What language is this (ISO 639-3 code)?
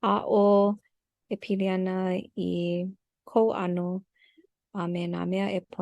haw